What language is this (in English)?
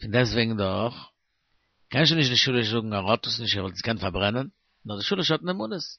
Yiddish